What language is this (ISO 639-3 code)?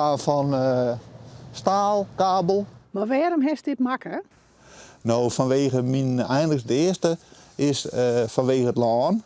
fry